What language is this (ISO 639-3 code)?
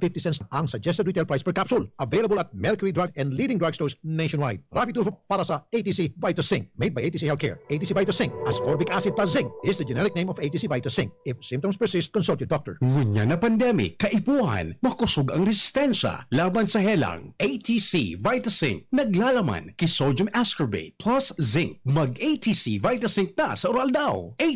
bik